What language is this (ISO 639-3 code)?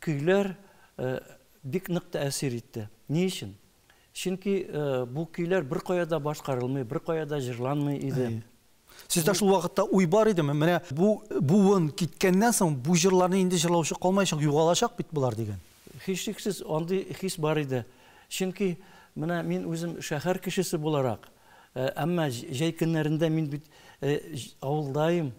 tat